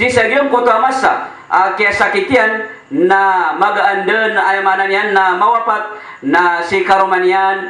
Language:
Maranao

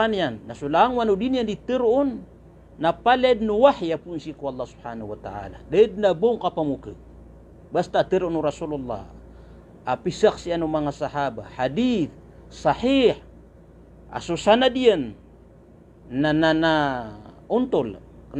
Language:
Maranao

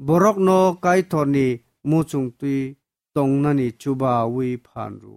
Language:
Kok Borok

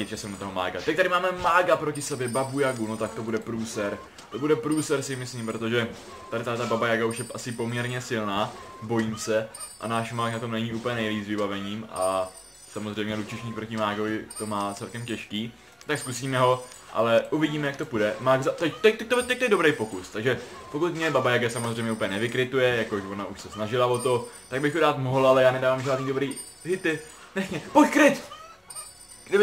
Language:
Czech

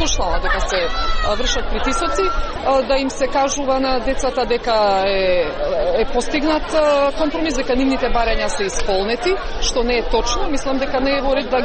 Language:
Macedonian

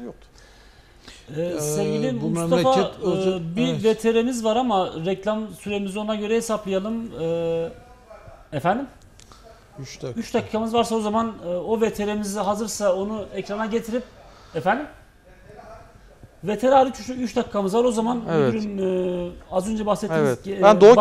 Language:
Turkish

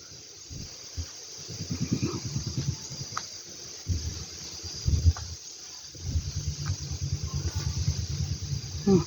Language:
Northeastern Thai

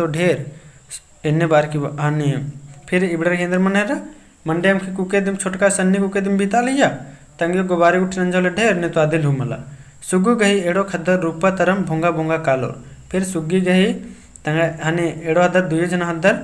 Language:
Kurukh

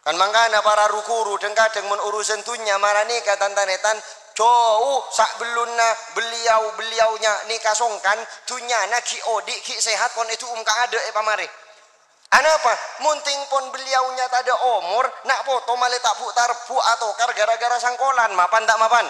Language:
Madurese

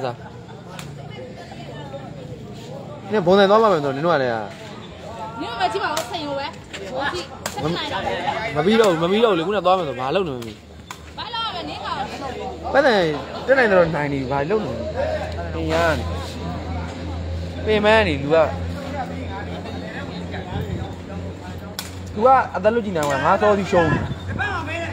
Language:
Burmese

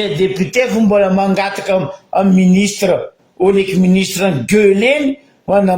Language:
Malagasy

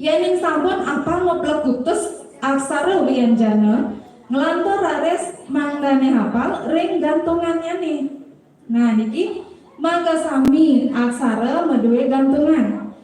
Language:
Balinese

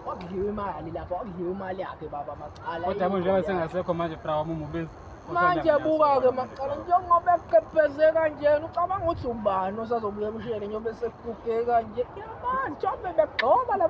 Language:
Zulu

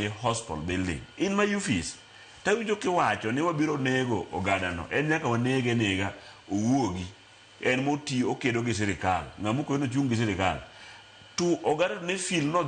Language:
Luo (Kenya and Tanzania)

